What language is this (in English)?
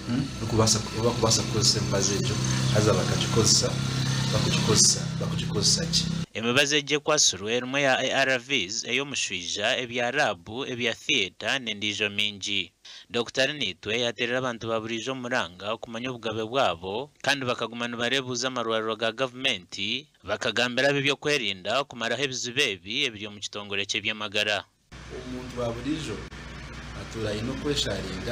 Nyankole